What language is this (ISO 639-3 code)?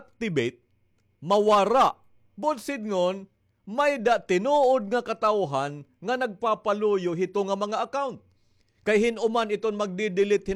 war